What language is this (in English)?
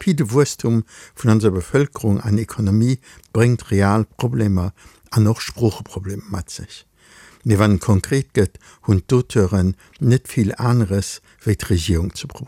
Luxembourgish